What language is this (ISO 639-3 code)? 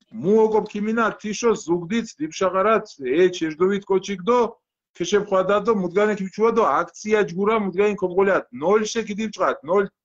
xmf